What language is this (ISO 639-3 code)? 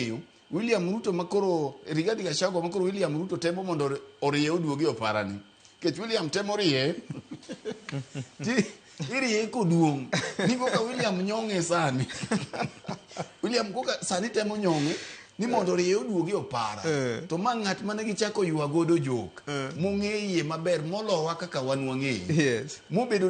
luo